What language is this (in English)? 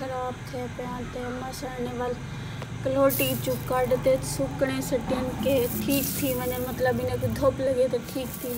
Saraiki